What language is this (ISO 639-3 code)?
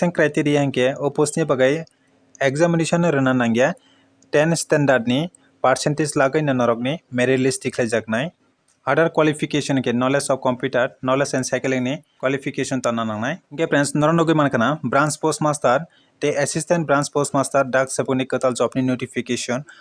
trp